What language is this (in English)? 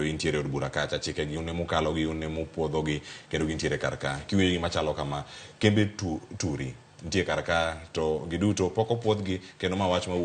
Luo (Kenya and Tanzania)